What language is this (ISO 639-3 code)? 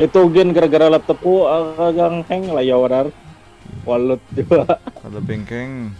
bjn